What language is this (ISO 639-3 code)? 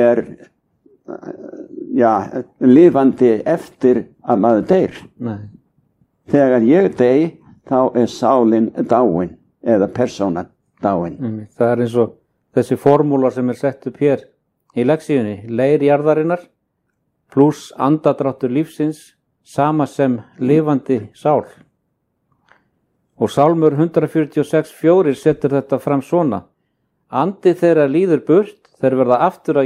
isl